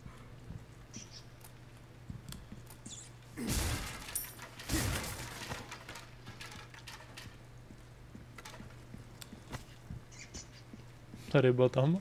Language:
Czech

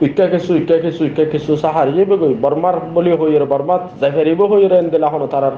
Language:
Rohingya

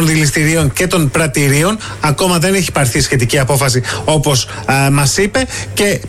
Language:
Greek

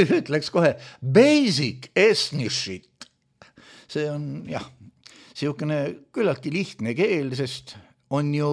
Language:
Estonian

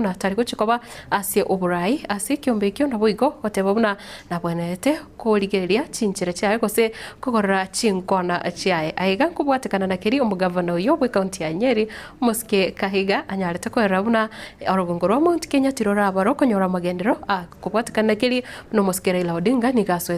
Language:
Gusii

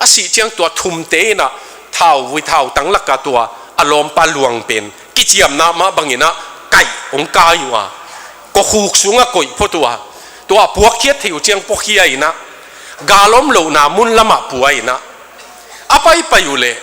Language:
Tedim Chin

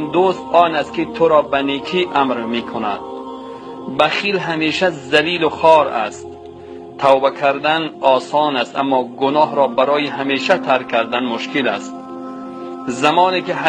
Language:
Tajik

